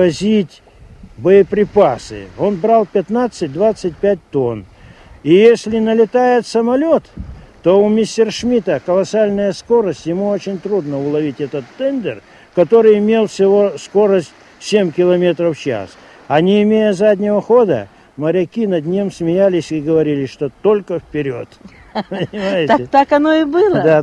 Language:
Russian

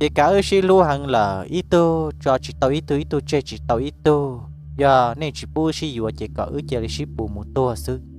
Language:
Hmong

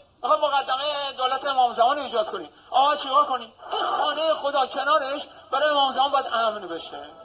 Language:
Persian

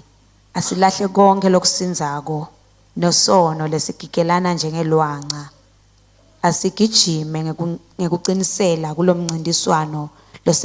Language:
Swati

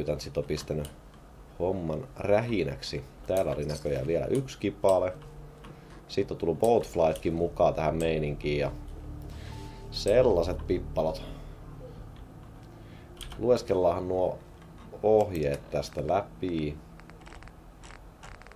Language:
Finnish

